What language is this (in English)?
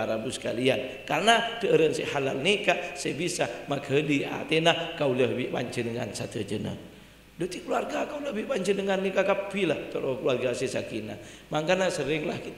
Madurese